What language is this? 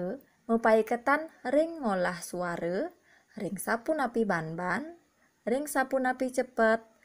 Balinese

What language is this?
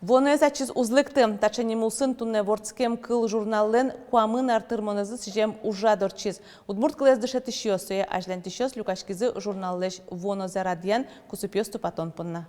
Udmurt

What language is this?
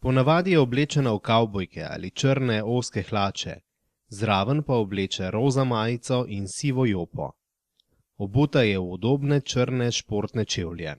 Slovenian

